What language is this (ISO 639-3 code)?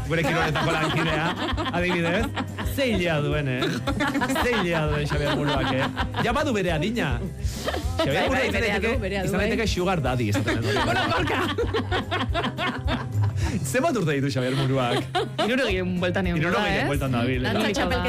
eus